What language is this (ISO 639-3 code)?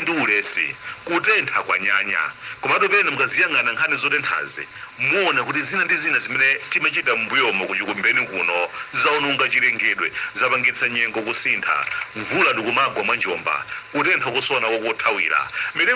nya